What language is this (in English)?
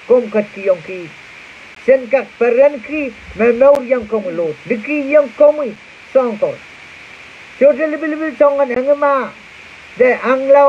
Pohnpeian